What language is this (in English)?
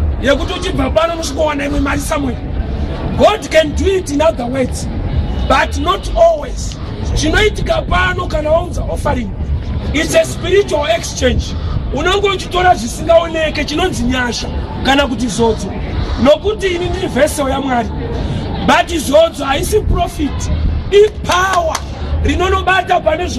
Shona